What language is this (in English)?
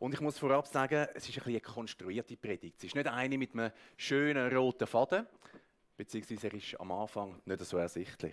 Swiss German